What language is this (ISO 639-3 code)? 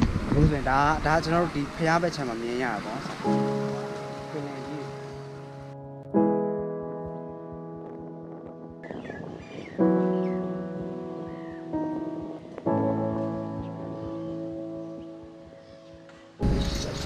mya